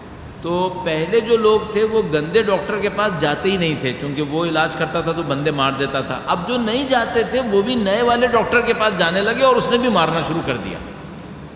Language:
Urdu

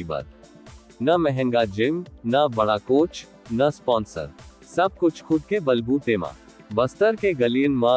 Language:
Chhattisgarhi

